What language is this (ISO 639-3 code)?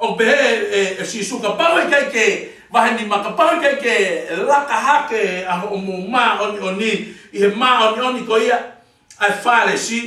ton